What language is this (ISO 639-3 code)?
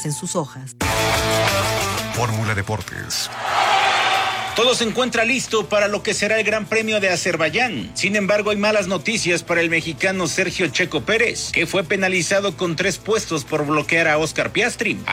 spa